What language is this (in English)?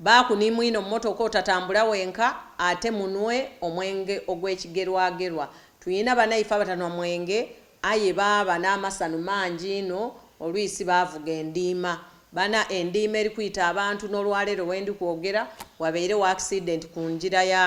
Soga